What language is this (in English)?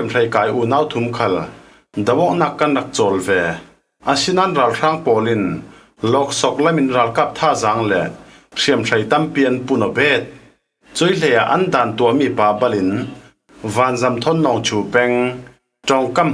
Falam Chin